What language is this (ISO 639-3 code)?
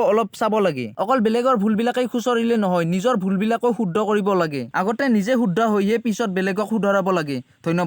asm